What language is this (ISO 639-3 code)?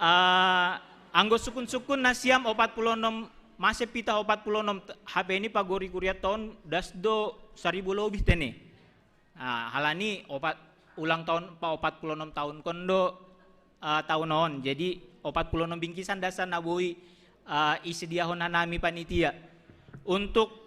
bts